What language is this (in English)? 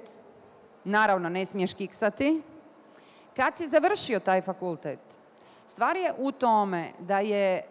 Bosnian